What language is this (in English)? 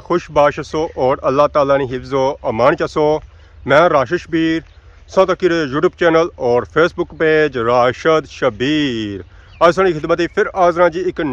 Pahari-Potwari